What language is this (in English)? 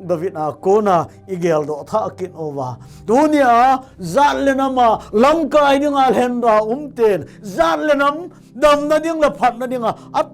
Thado Chin